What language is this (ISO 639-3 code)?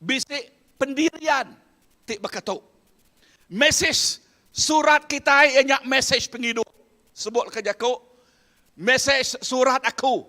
iba